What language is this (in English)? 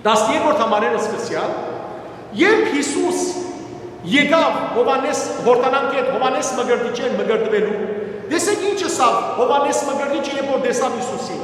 Western Armenian